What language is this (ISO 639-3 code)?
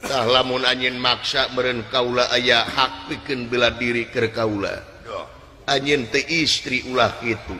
sun